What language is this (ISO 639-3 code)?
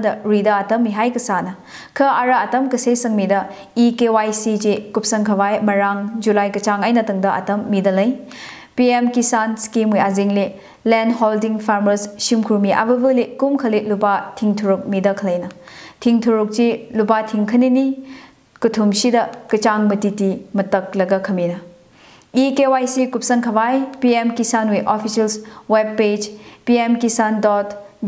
nmf